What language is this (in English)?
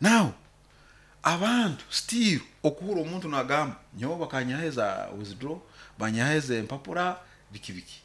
Nyoro